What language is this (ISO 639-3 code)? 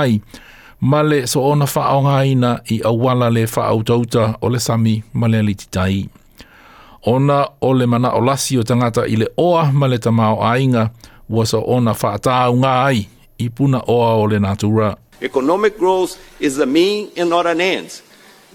smo